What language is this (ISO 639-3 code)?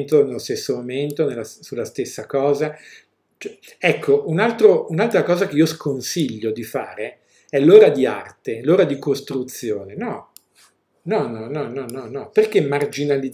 ita